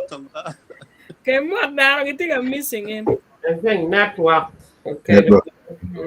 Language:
Acoli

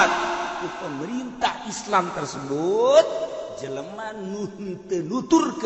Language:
Sundanese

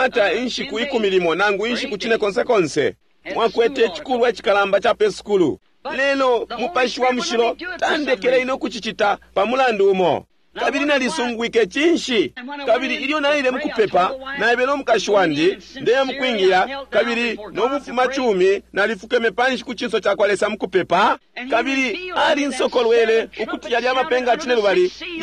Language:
Bemba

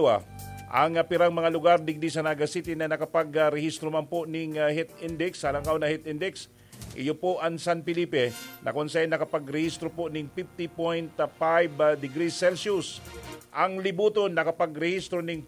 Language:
Bikol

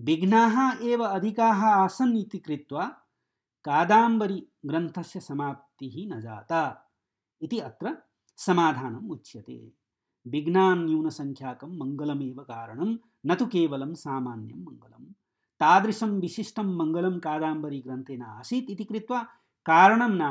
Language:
Sanskrit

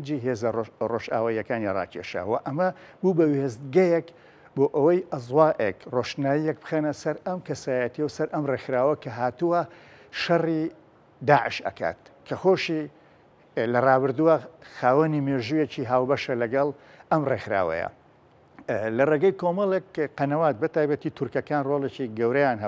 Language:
Central Kurdish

